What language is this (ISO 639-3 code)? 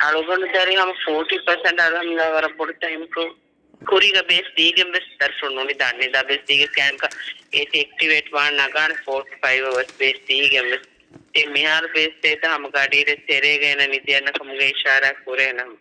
div